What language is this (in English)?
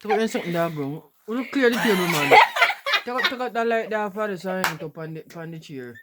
Jamaican Creole English